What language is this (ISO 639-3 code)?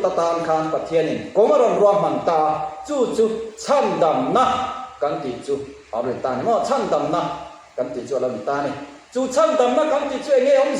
lus